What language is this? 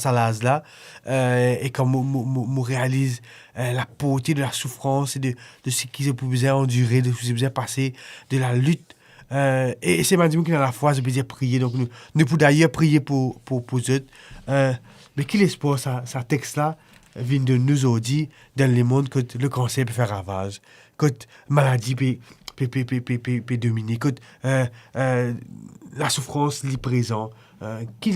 Morisyen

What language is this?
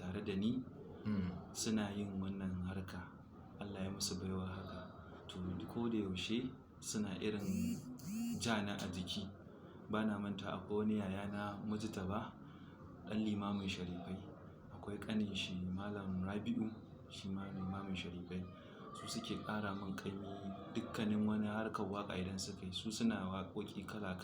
Hausa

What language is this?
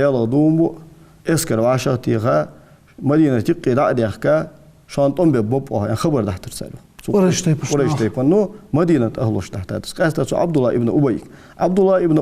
Ingush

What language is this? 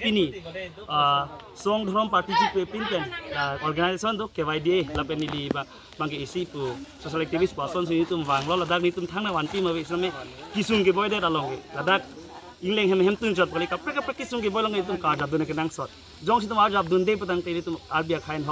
Karbi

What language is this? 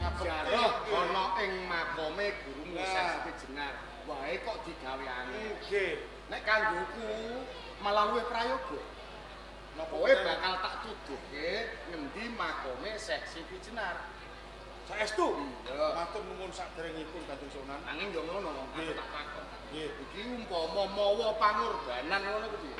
Javanese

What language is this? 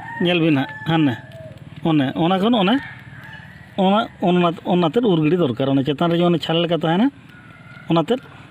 Santali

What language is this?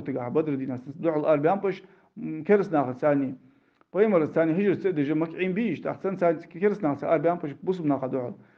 Ingush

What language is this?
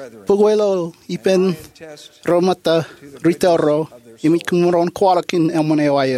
Marshallese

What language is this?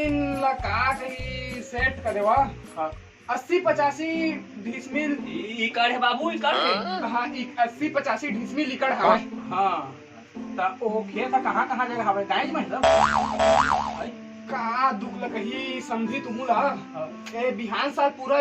Chhattisgarhi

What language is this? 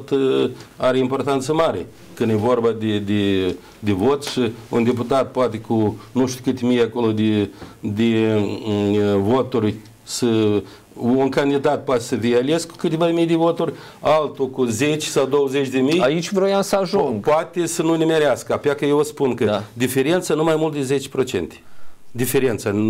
Romanian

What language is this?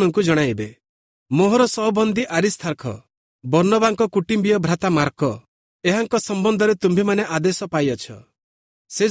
Odia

